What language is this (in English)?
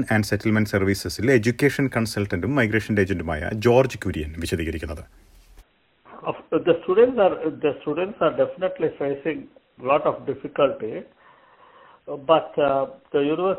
Malayalam